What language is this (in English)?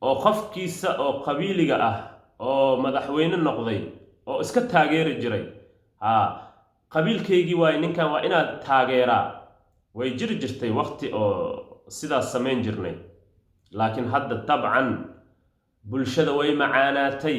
Somali